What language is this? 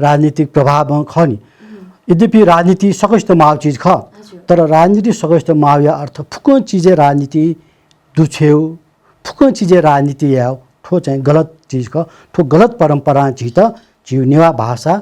Newari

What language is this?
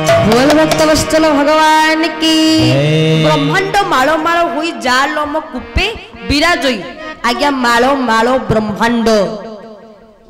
Odia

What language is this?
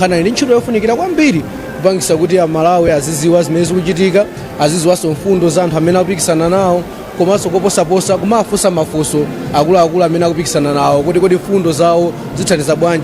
Nyanja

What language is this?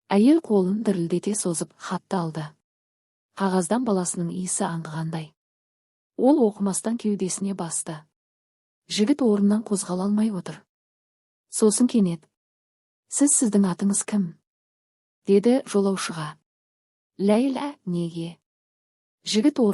Kazakh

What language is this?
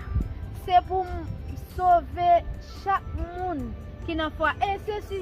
Haitian Creole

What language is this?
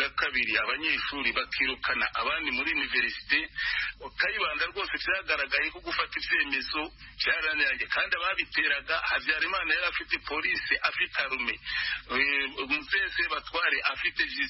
Kinyarwanda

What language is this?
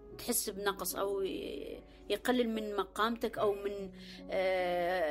Mesopotamian Arabic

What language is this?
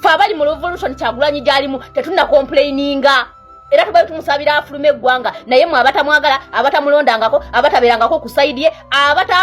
Ganda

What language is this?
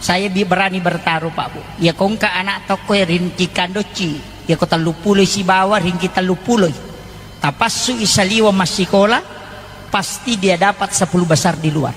Buginese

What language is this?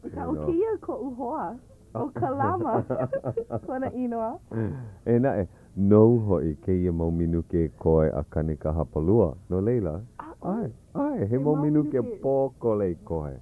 Hawaiian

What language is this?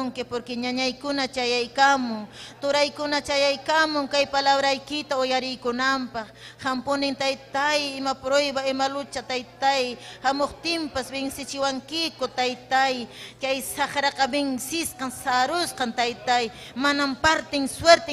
Ayacucho Quechua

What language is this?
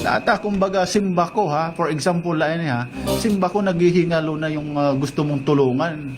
Waray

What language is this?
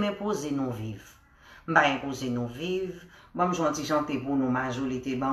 Haitian Creole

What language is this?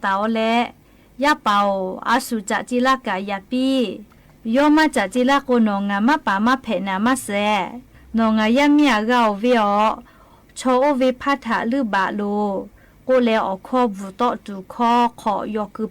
Lahu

